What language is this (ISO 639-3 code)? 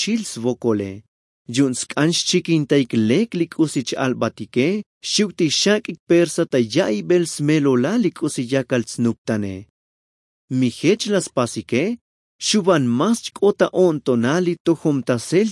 tzo